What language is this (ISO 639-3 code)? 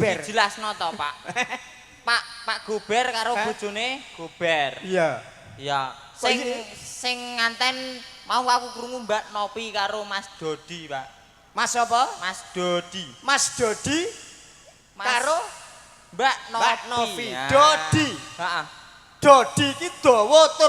jav